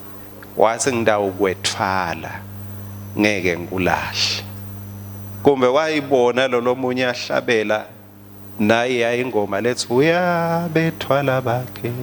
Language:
Swati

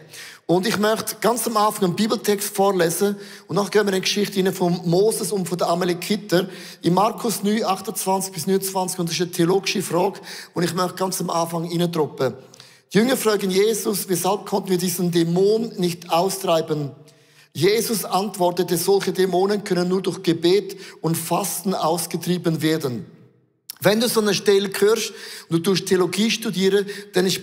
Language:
Swiss German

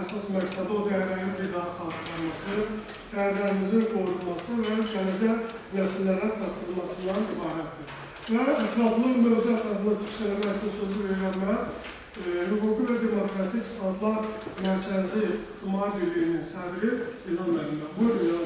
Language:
Azerbaijani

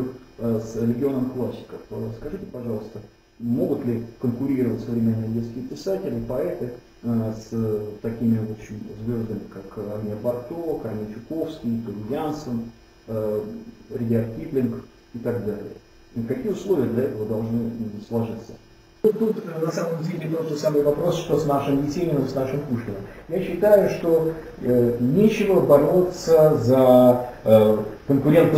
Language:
Russian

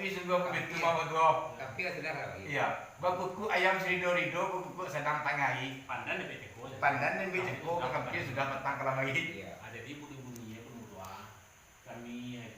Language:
Minangkabau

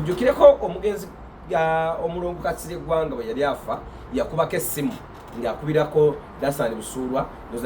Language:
Ganda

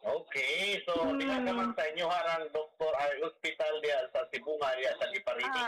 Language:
Cebuano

